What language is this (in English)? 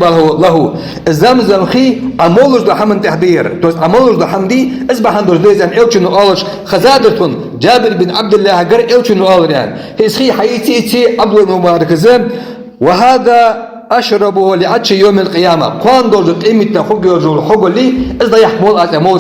Ingush